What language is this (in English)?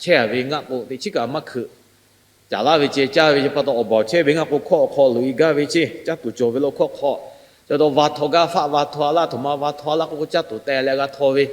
Lahu